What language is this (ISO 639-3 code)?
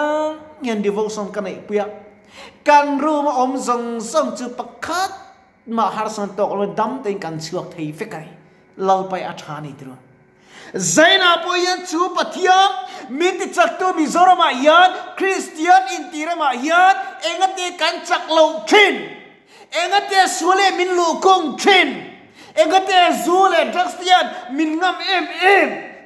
lus